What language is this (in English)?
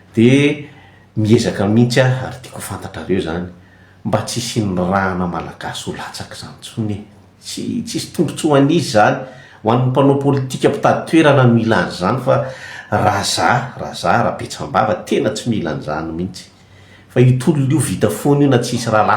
Malagasy